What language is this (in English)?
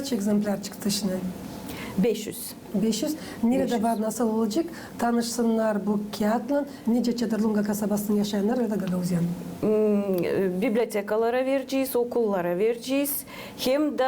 Gagauz